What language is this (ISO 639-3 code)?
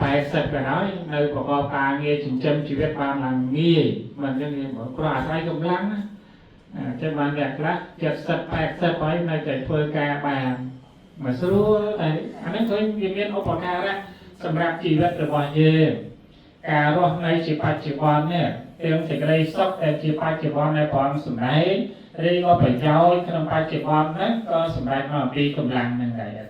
khm